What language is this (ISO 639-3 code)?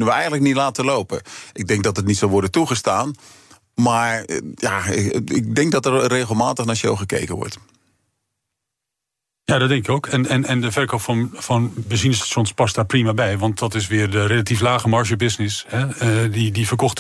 nld